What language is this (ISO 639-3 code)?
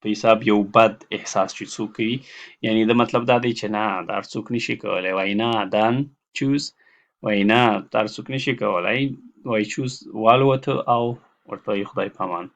pus